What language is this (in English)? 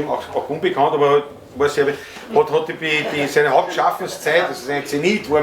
Bavarian